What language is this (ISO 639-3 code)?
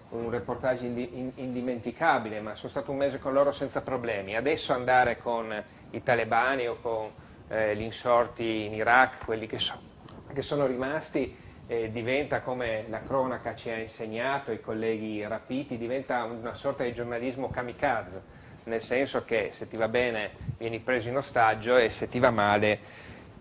ita